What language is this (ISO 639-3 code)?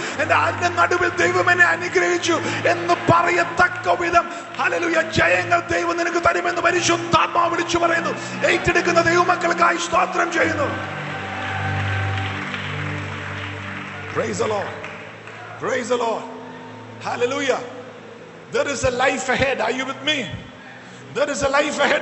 mal